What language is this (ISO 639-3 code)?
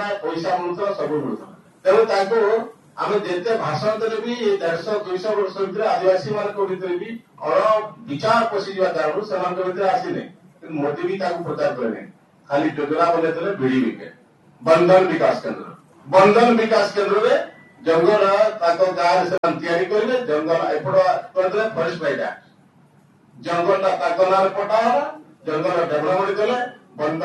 ori